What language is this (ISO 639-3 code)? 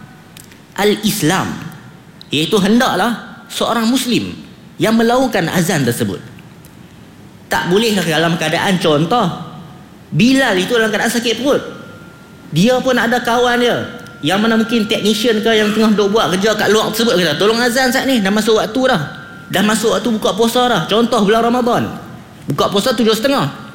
msa